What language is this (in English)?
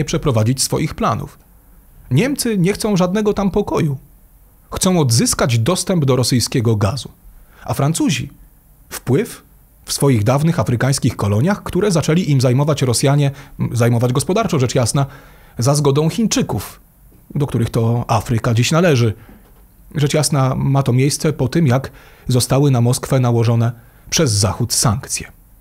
Polish